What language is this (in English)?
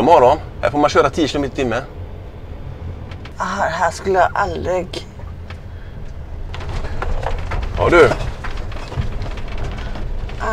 Swedish